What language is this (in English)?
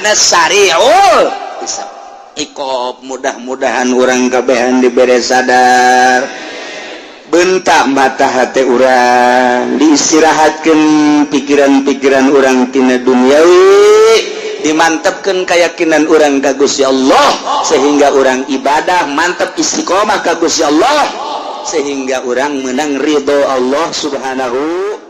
Sundanese